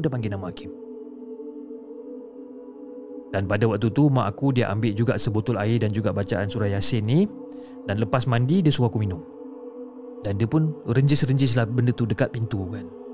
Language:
Malay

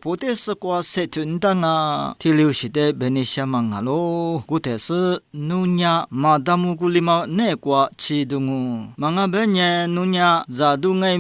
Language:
Lisu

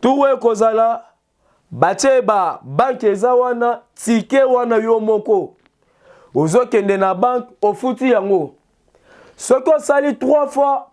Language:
Lingala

